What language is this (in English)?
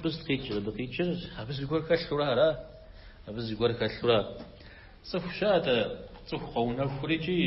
Kabardian